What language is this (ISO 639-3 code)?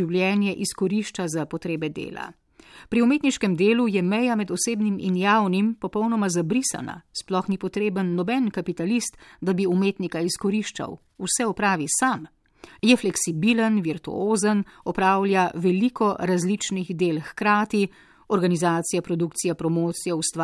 slv